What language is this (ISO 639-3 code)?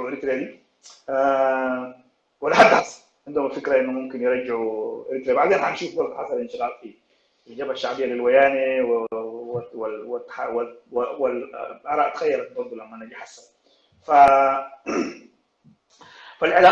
apd